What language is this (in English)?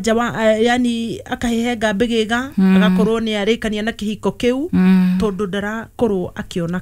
Kikuyu